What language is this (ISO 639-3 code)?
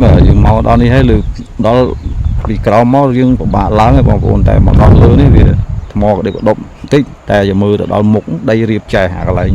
khm